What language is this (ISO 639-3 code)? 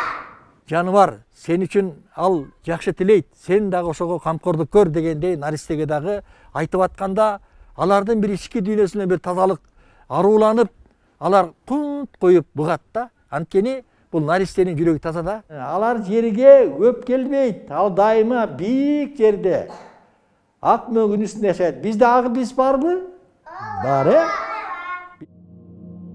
kir